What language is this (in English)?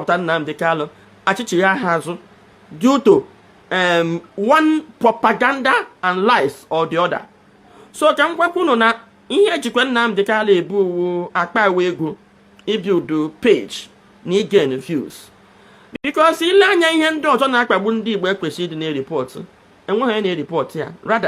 Igbo